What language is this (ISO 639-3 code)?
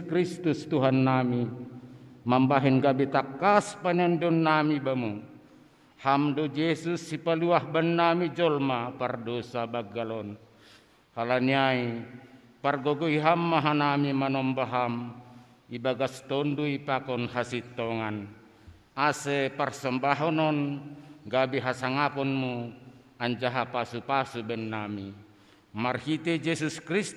bts